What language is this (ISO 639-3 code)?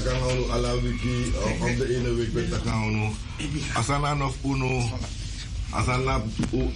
nld